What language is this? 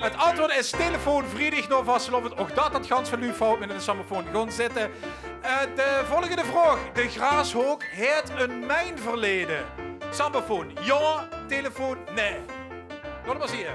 Limburgish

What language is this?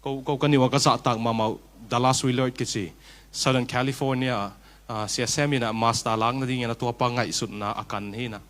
Tedim Chin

